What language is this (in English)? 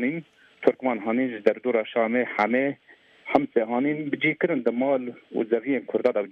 Kurdish